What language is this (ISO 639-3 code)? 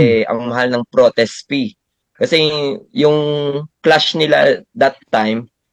fil